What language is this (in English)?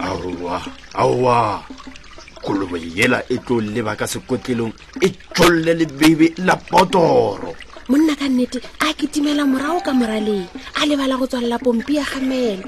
Northern Sotho